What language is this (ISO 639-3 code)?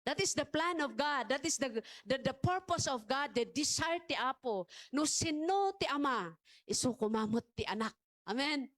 ilo